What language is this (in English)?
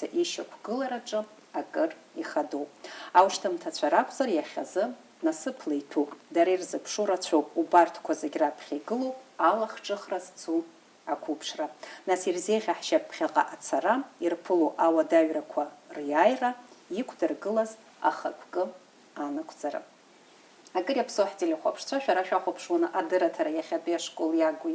Abkhazian